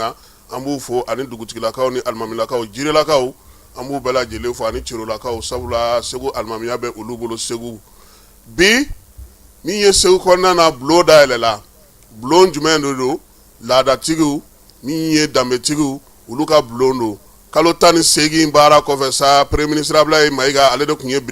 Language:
Bambara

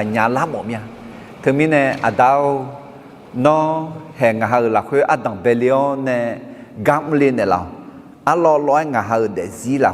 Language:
Akha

